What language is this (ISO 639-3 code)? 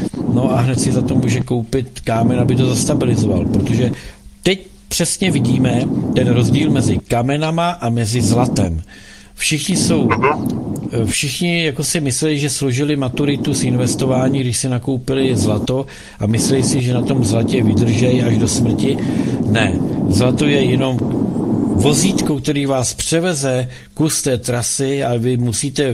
ces